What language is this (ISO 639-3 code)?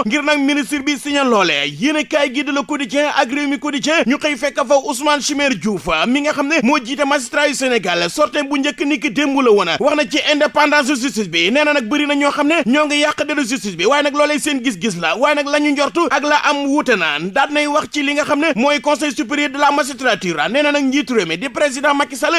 wol